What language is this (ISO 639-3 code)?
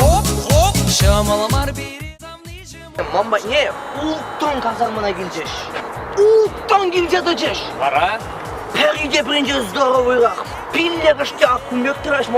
chv